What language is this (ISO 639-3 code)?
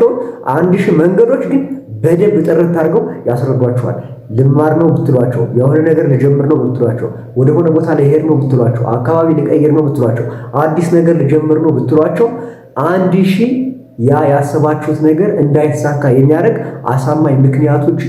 amh